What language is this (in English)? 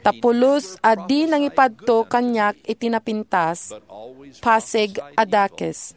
Iloko